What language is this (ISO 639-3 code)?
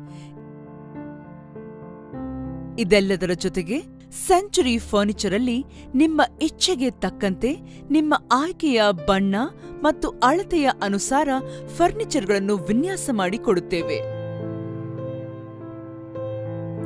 kan